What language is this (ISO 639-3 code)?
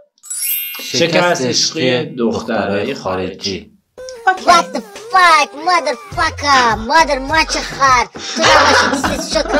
fas